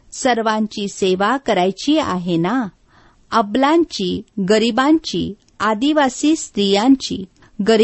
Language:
Marathi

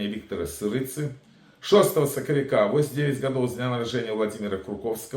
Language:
Belarusian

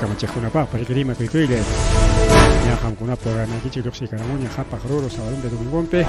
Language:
Ayacucho Quechua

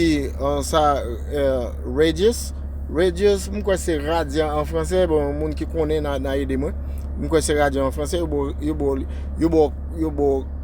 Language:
Haitian Creole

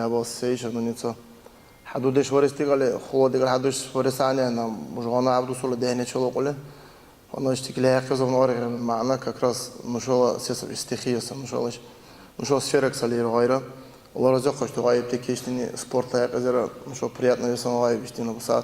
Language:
Dargwa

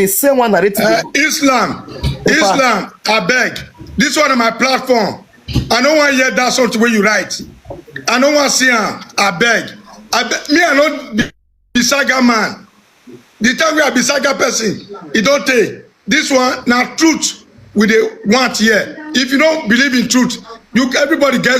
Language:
Nigerian Pidgin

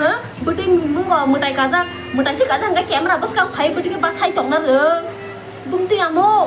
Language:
Kok Borok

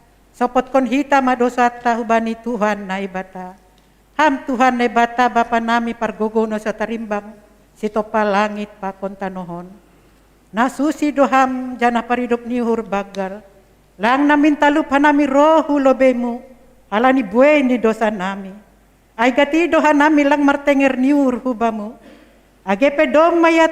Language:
Batak Simalungun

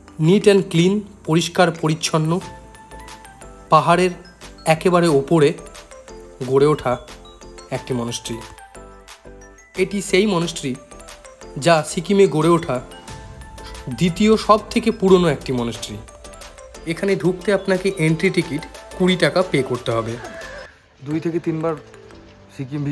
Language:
Bangla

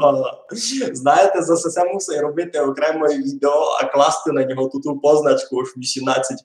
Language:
Rusyn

